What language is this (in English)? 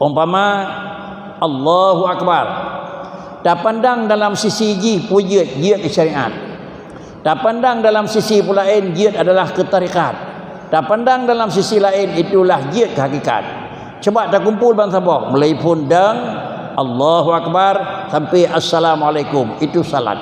Achinese